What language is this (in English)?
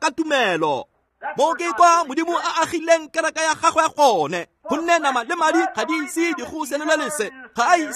Tswana